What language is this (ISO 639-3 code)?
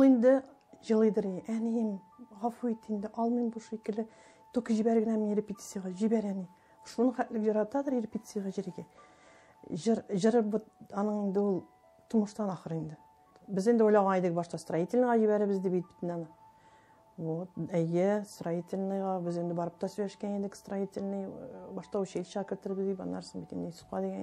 tat